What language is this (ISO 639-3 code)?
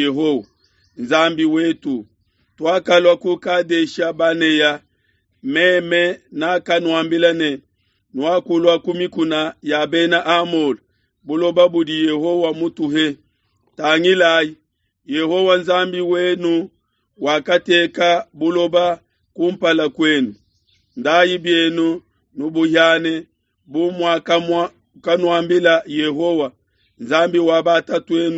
lua